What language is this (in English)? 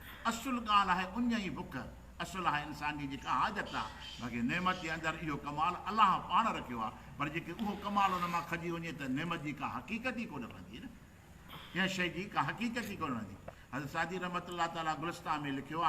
Sindhi